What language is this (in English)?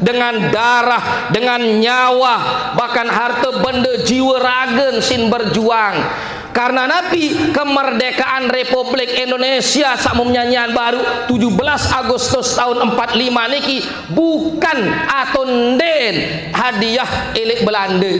Sasak